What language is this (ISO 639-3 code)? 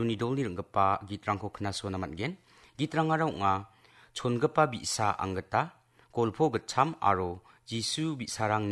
grt